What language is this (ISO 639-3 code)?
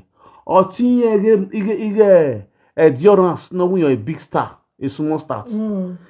pcm